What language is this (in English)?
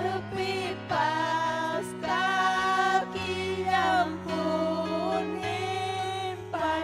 Ayacucho Quechua